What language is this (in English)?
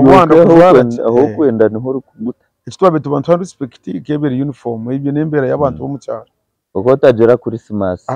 Nyankole